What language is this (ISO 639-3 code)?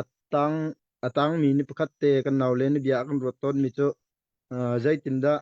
cnh